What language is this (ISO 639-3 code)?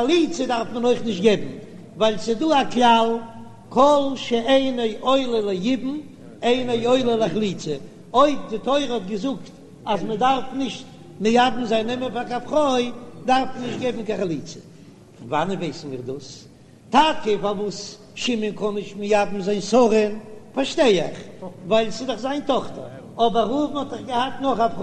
yid